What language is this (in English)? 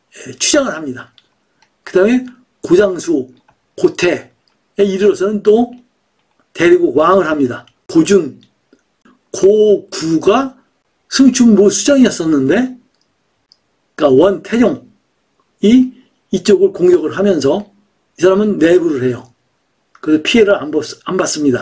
Korean